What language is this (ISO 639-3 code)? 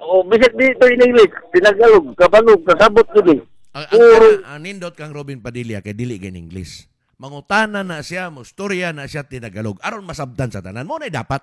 ceb